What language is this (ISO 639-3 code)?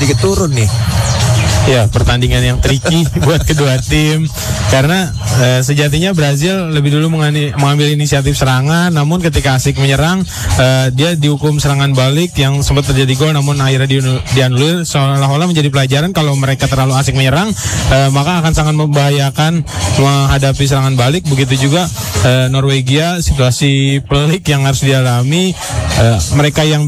ind